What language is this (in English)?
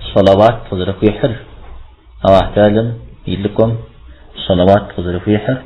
Kabardian